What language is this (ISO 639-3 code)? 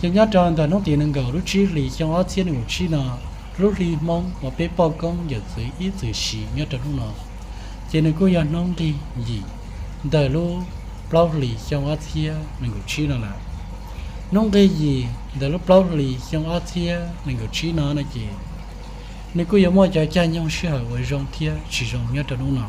hmn